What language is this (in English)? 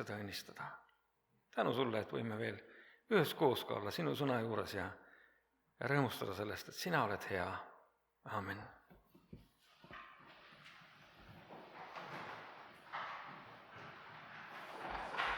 Estonian